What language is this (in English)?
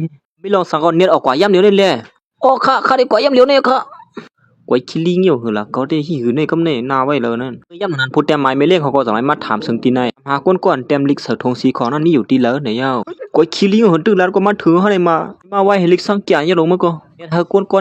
Shan